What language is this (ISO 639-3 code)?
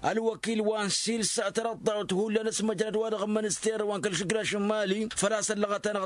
taq